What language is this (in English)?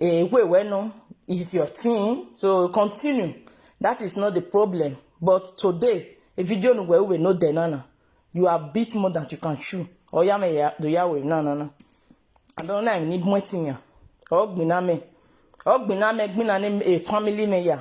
Nigerian Pidgin